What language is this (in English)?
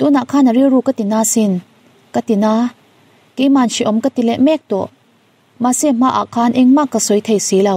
Mizo